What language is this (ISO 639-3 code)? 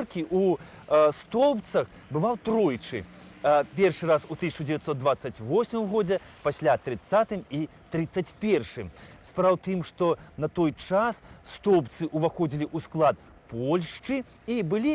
bel